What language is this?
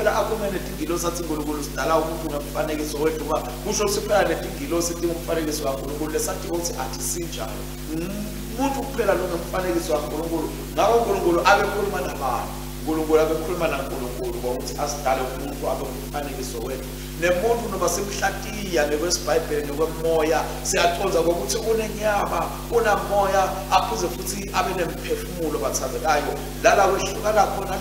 Swati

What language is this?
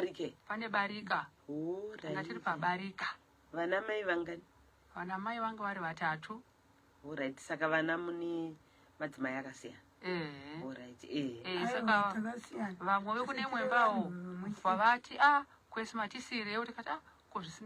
Shona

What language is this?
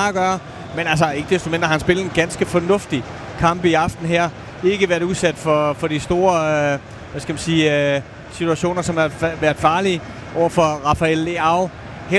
Danish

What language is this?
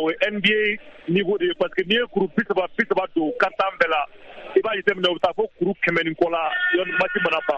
Bambara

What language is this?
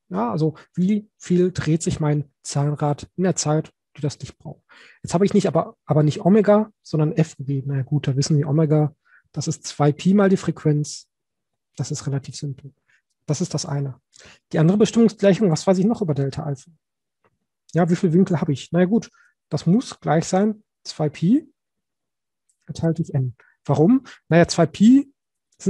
German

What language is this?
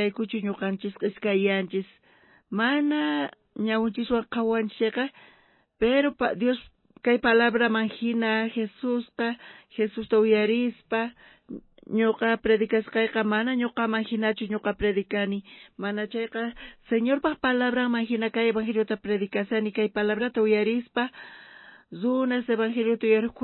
South Bolivian Quechua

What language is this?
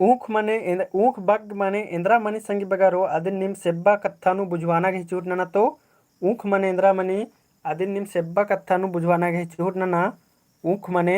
Kurukh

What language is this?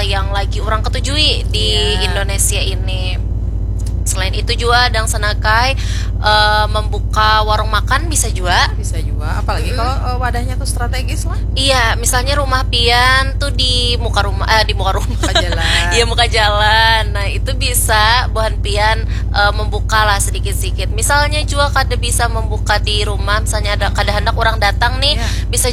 Banjar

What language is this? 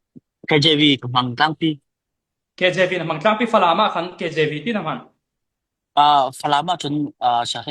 Falam Chin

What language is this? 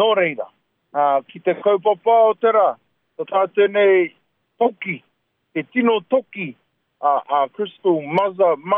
Māori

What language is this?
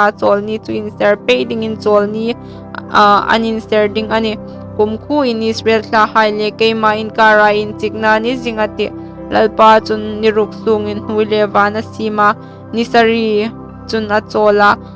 Hmar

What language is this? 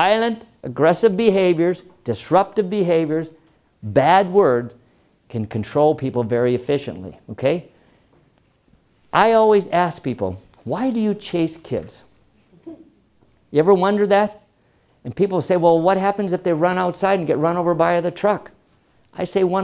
English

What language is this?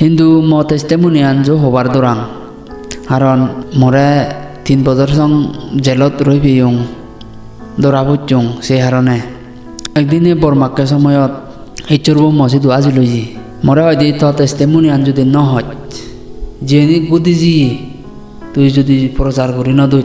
Chakma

